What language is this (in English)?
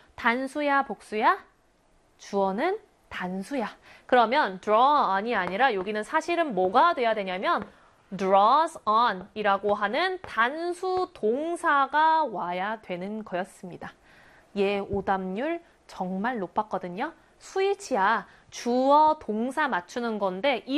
Korean